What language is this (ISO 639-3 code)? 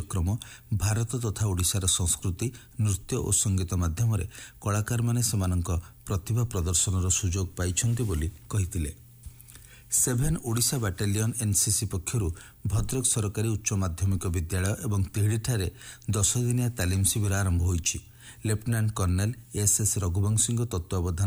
ori